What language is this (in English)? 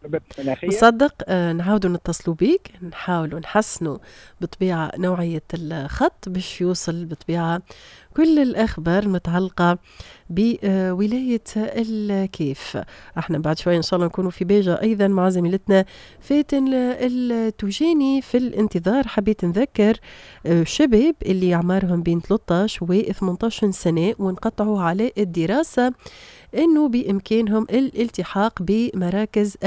Tunisian Arabic